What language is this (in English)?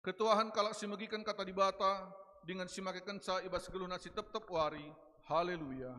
Batak Karo